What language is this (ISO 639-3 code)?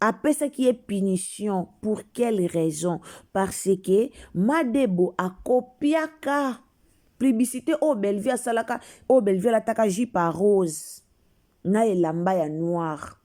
lin